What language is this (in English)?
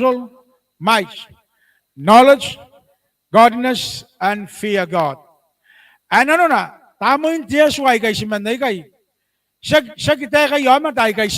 Gilbertese